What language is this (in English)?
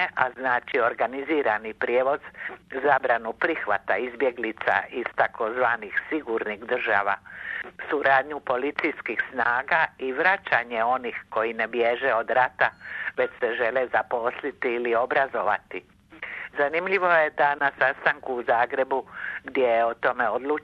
Croatian